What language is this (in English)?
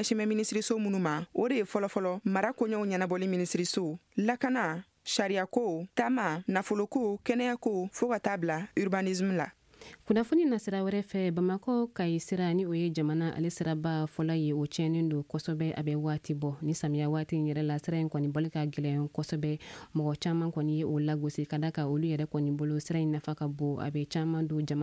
Bambara